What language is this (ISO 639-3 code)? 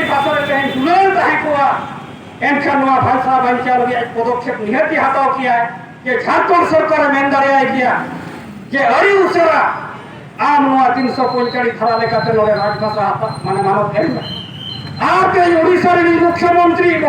sat